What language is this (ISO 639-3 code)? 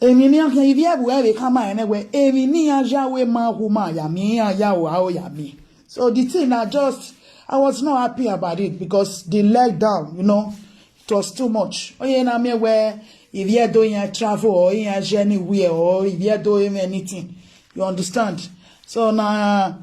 pcm